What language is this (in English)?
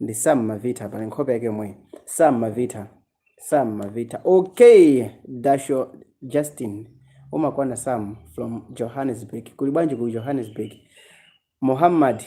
Nyanja